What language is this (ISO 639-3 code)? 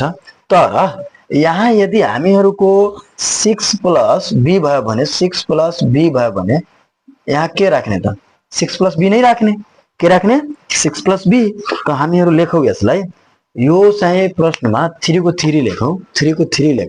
nep